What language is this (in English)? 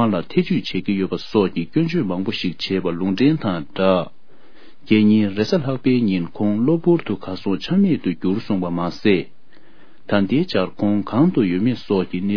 Tibetan